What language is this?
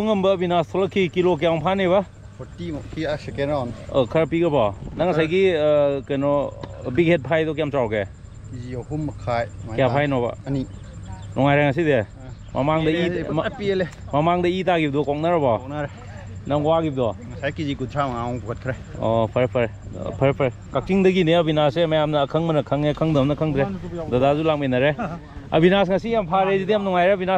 Manipuri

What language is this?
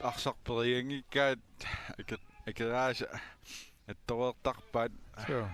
Kalaallisut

